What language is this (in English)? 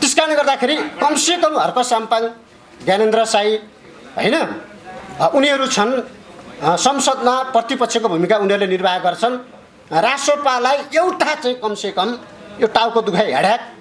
Nepali